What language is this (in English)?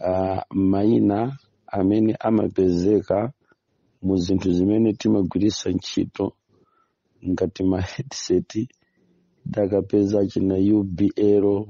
Nyanja